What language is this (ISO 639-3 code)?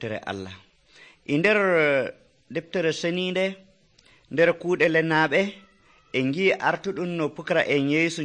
fuv